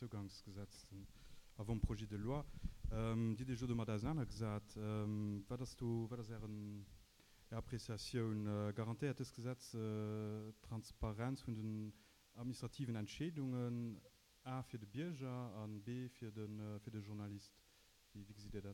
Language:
Luxembourgish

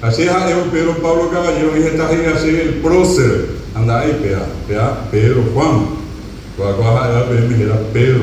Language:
Guarani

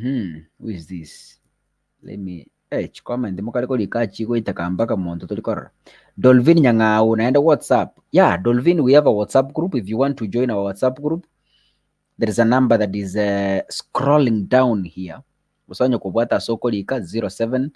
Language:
Gusii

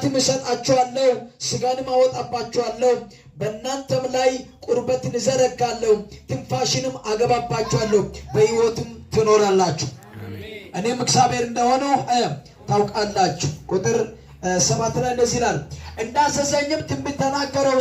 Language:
Amharic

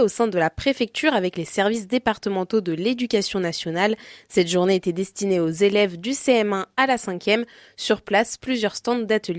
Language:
French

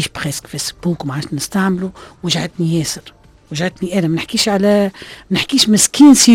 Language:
Tunisian Arabic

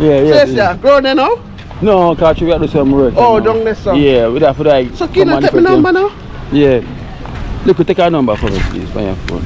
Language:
Jamaican Creole English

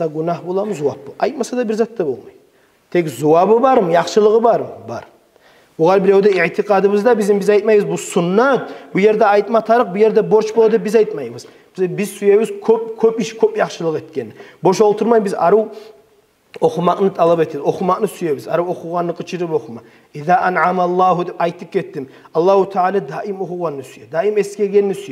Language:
Kumyk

